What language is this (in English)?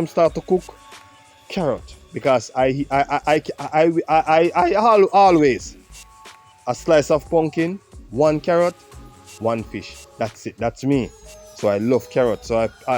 Jamaican Creole English